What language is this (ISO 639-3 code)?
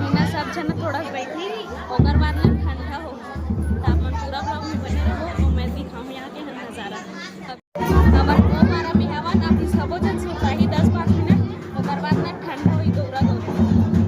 hne